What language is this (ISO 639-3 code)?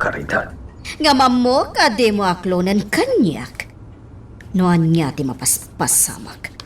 ilo